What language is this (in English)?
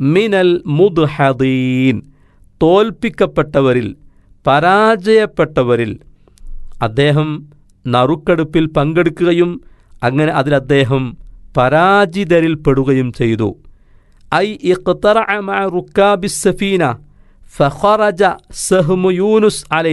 Malayalam